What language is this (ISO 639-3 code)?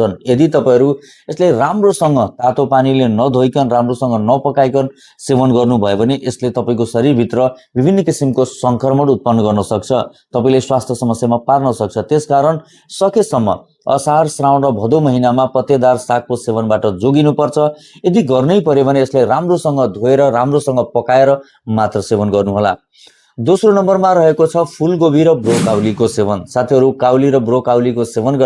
nep